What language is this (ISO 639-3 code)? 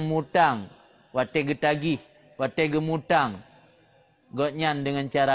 ace